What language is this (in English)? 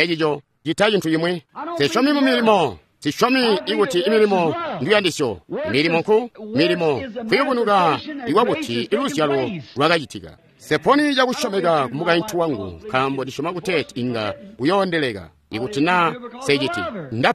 Tonga (Zambia)